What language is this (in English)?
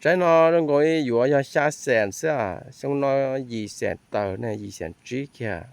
Hmong